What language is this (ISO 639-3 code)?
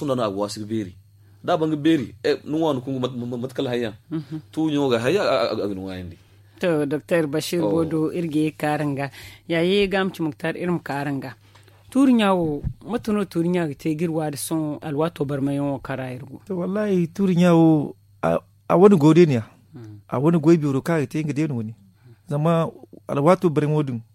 dje